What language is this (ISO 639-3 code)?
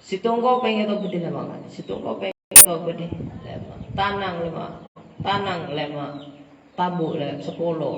mad